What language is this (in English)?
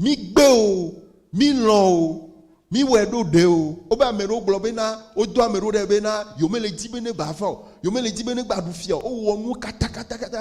Ewe